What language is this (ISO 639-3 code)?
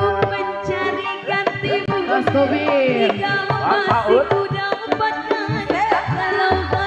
bew